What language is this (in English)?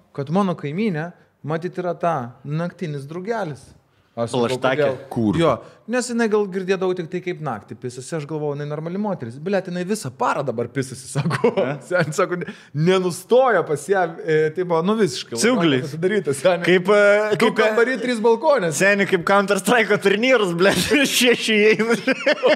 Lithuanian